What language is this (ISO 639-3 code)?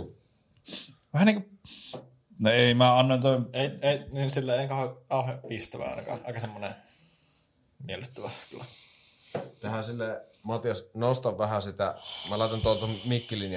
fin